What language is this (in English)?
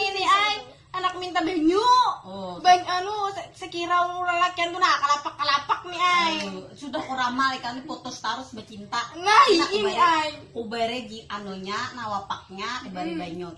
Banjar